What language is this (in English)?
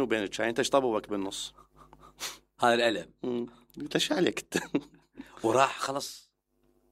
Mesopotamian Arabic